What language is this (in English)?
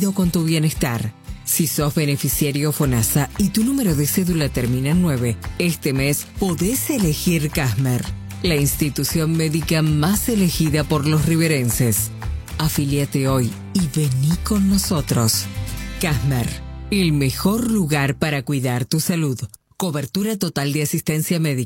Spanish